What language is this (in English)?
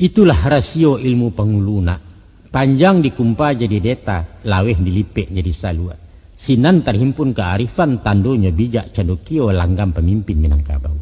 Minangkabau